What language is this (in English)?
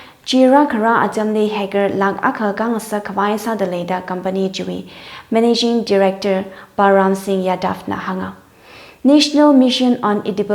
Tangkhul Naga (India)